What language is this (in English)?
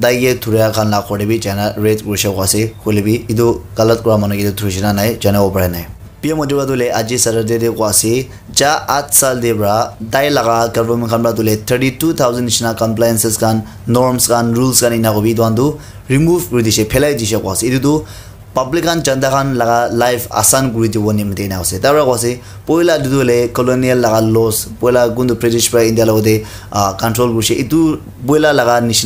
Naga Pidgin